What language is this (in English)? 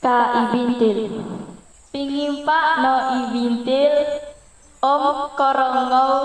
Central Dusun